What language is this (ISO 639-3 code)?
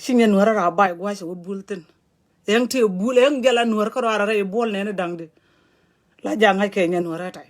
nus